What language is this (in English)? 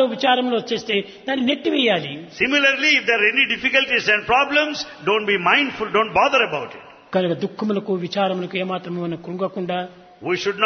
Telugu